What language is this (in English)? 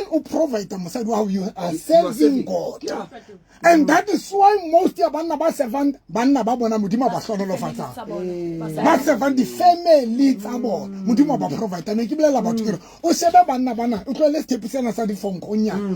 Southern Sotho